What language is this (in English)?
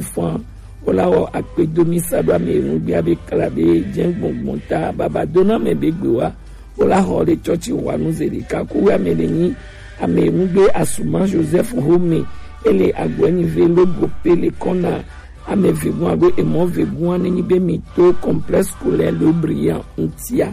Gen